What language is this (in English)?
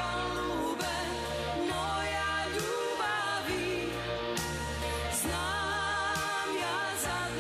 Serbian